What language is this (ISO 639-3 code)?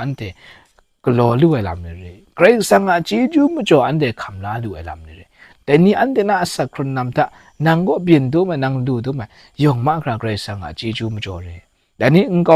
kac